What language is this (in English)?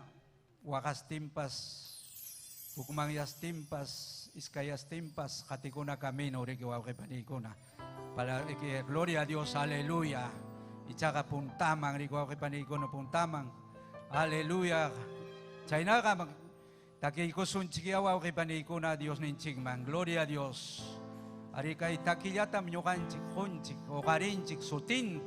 Ayacucho Quechua